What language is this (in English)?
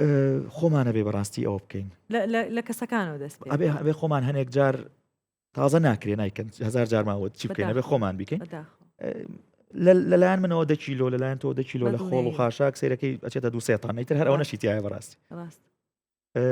Central Kurdish